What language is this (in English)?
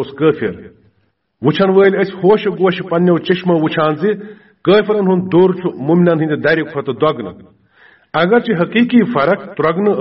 Kashmiri